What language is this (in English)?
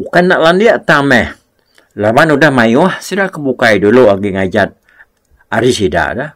Iban